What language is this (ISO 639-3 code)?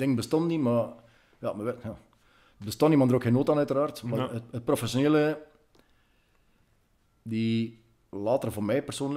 nld